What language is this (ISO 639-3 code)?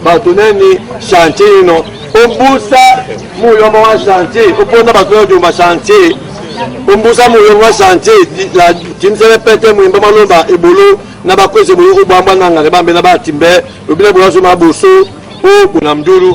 dua